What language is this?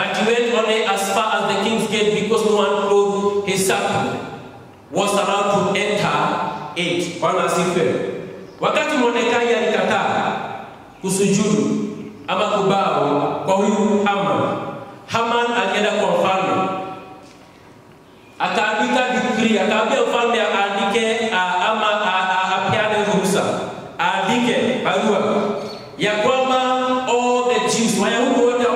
Swahili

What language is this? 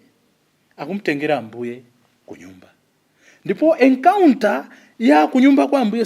Nyanja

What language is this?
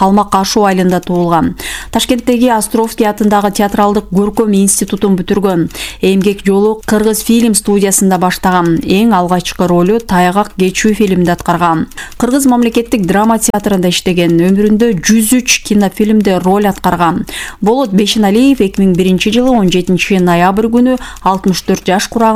Kyrgyz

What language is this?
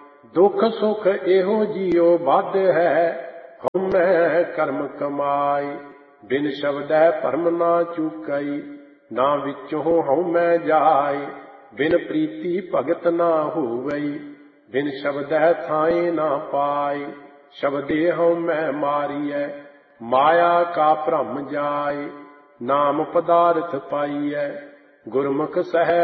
Punjabi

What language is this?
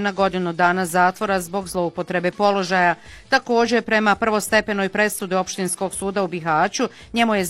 Bosnian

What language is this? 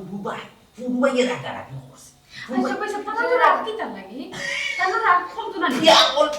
Sylheti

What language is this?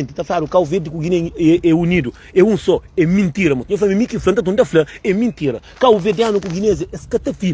Kabuverdianu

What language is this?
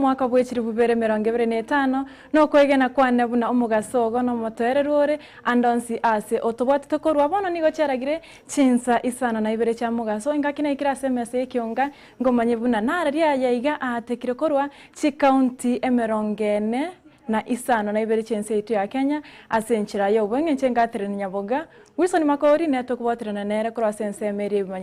Gusii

